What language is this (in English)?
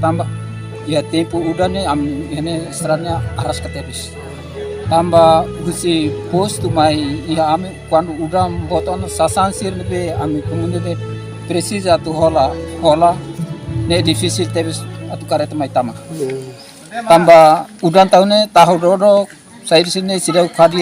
Tetum